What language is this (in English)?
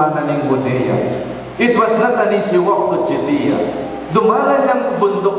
Pampanga